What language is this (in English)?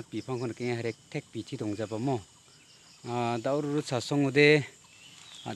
Garo